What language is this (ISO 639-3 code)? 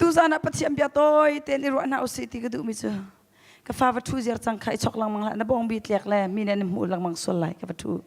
cnh